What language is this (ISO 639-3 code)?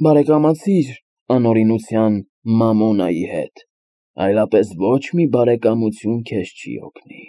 hye